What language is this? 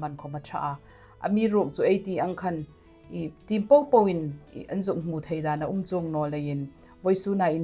Hmar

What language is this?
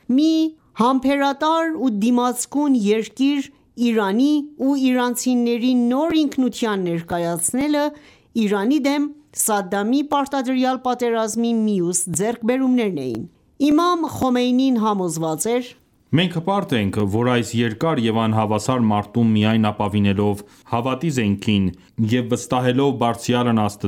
Armenian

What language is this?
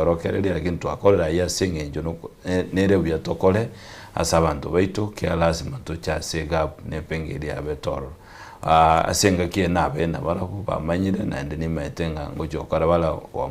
Gusii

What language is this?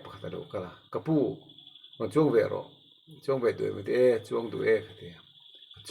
Mizo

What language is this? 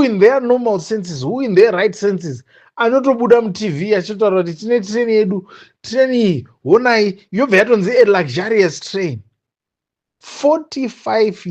Shona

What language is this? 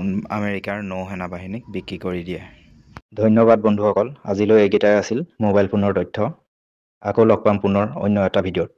Assamese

